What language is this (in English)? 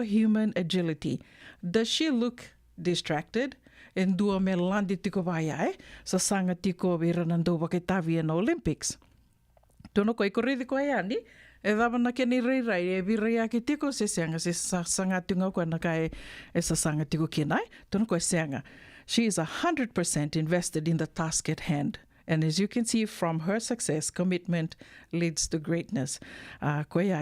Fijian